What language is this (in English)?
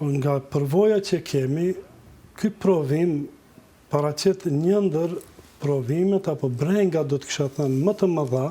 Albanian